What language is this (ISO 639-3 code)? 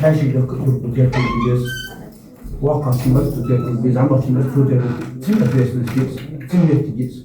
inh